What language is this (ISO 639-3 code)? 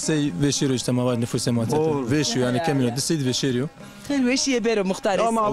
zza